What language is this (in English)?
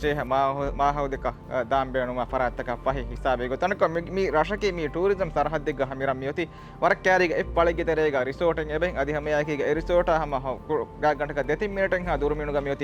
Divehi